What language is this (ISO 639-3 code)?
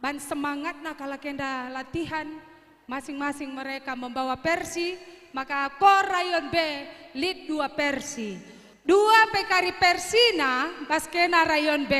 btx